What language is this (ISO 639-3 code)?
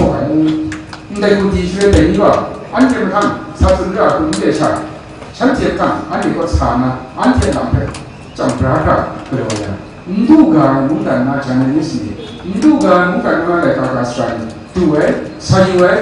kac